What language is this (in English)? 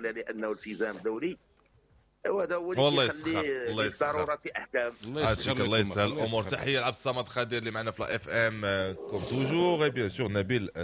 Moroccan Arabic